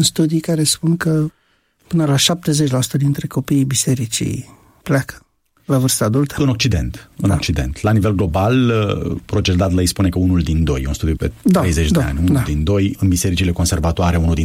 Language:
Romanian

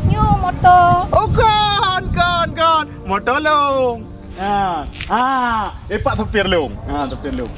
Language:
Achinese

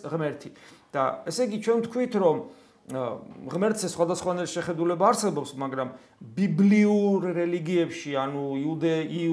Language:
Georgian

